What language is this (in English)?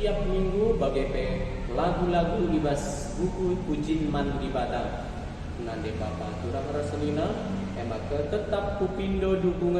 Batak Karo